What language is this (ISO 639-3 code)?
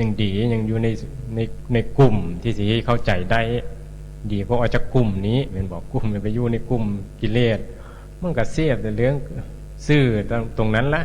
tts